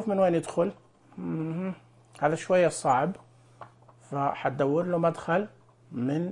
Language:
Najdi Arabic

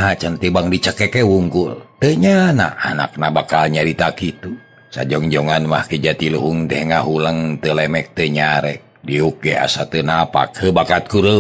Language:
Sundanese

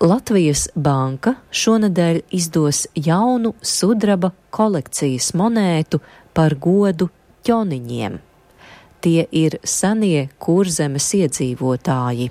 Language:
Latvian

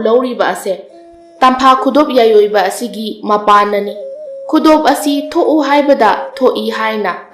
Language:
Manipuri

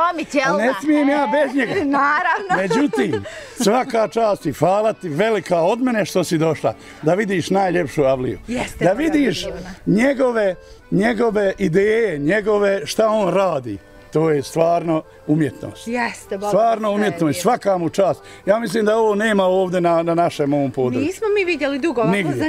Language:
Bosnian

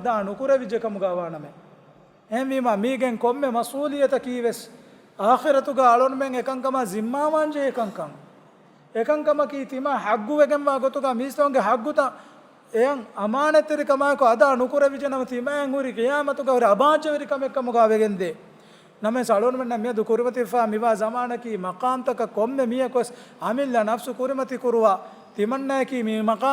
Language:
Divehi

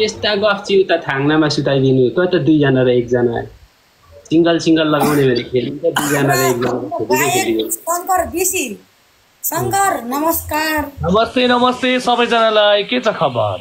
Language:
Nepali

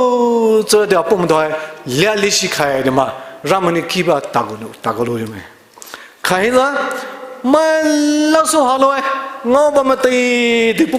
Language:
Poumei Naga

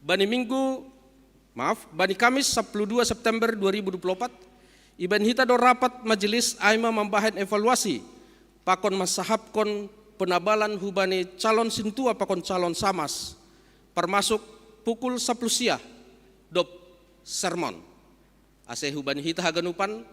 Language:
Batak Simalungun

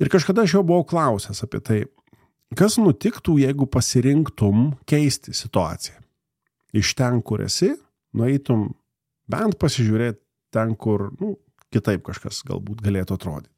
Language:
Lithuanian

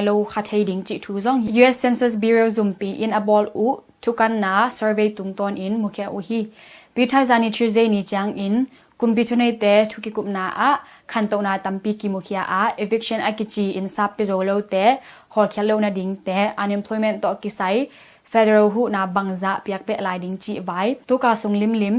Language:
Tedim Chin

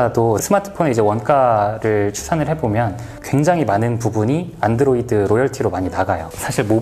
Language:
Korean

